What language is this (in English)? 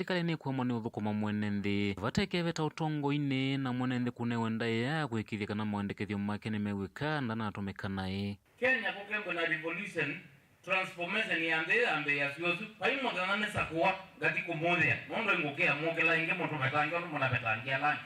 Kamba